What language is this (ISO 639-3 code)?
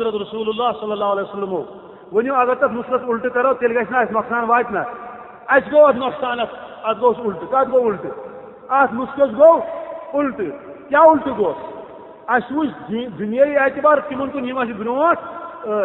kas